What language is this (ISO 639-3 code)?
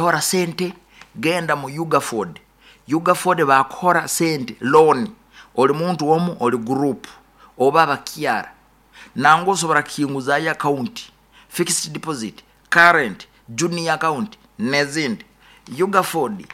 nyo